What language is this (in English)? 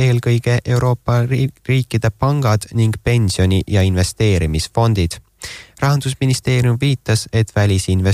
Estonian